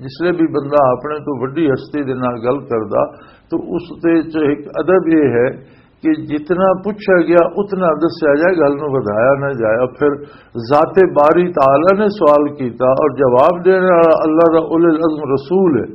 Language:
Western Panjabi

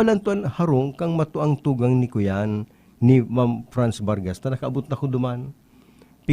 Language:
Bikol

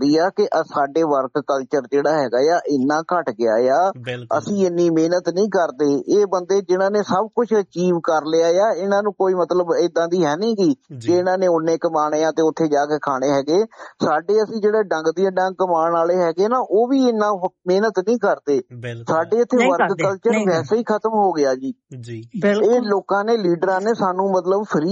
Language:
Punjabi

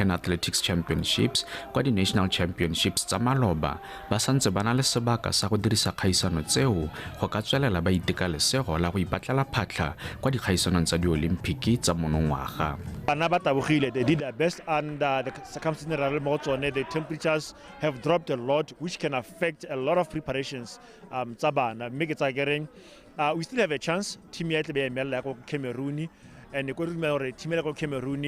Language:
Tswana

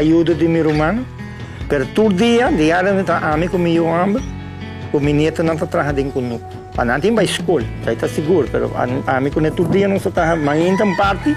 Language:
Papiamento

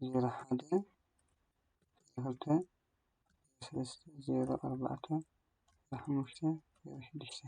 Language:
Tigrinya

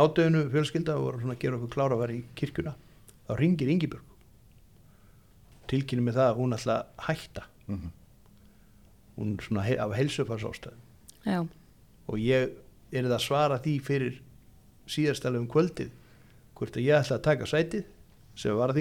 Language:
Icelandic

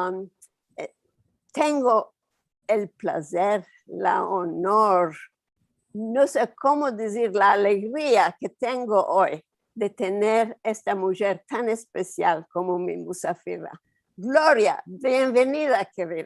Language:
Ladino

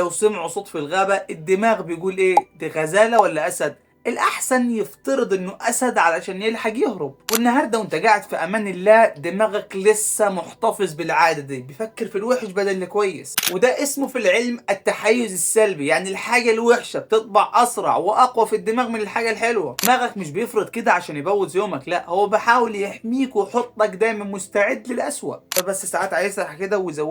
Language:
Egyptian Arabic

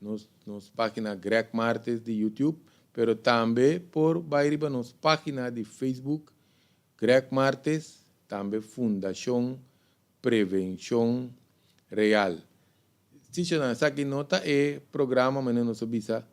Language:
Papiamento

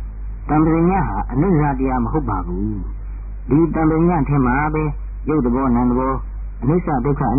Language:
Burmese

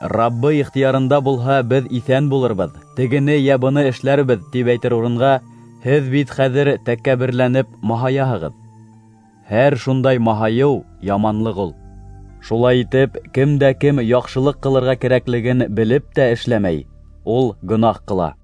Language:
Bashkir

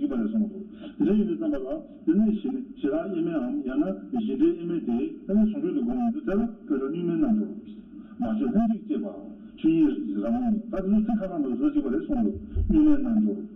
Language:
Tibetan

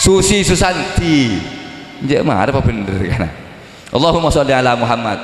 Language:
Madurese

